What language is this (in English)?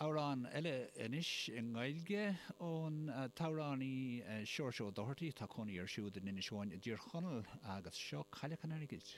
Irish